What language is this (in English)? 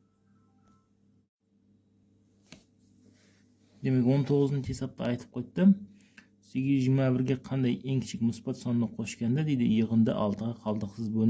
Kazakh